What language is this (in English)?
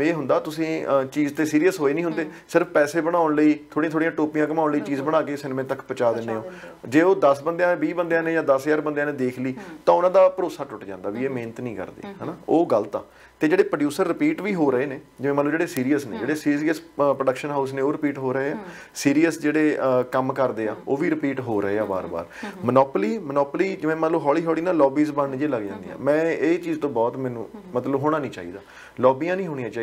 Punjabi